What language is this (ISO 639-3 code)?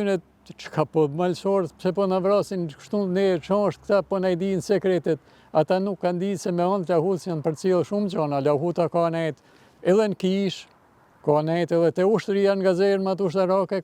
sqi